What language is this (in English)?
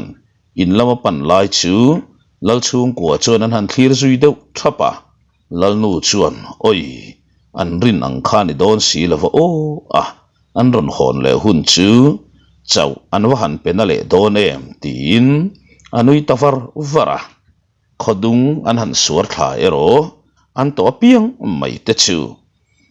Mizo